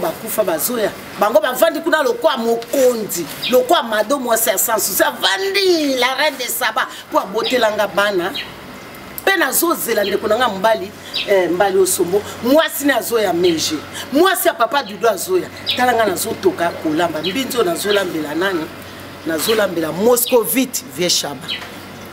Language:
Lingala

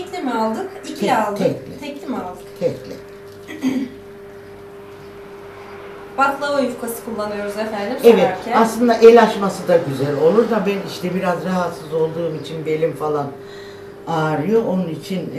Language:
Turkish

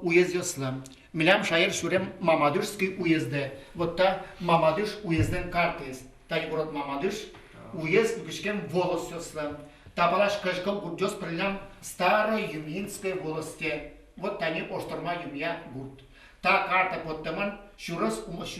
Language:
Udmurt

